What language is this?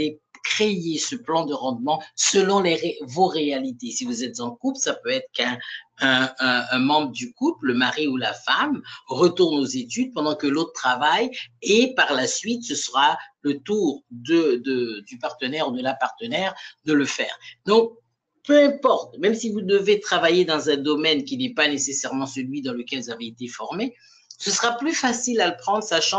French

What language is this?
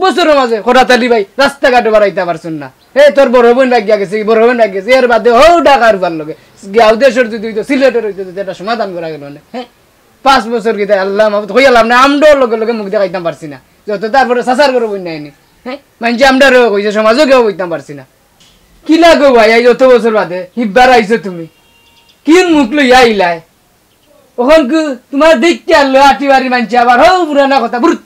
Sylheti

